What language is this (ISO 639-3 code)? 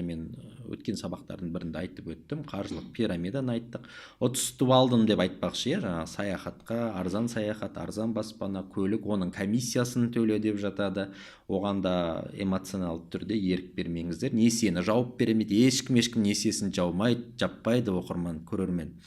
kaz